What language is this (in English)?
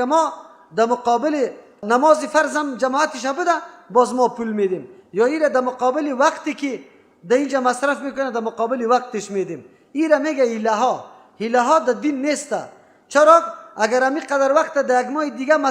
Persian